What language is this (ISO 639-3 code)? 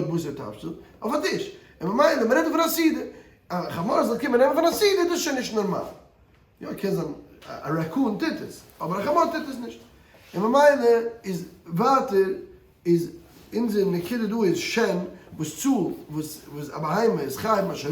yid